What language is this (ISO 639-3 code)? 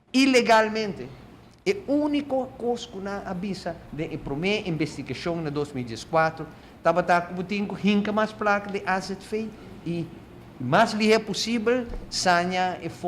pap